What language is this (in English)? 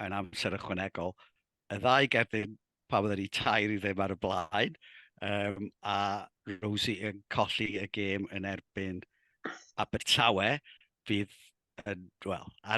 Welsh